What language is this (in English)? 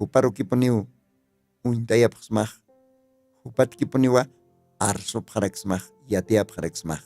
Aymara